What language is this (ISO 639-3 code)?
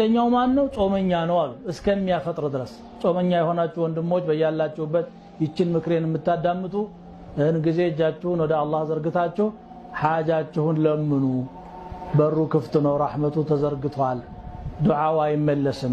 amh